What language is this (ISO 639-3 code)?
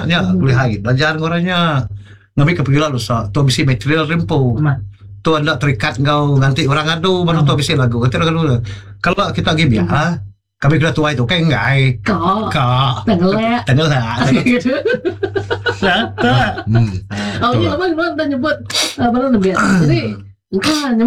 iba